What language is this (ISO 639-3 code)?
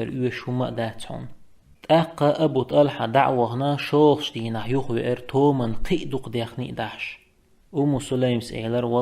che